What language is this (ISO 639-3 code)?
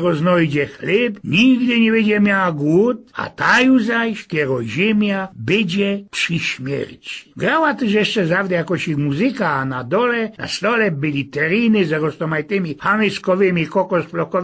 szl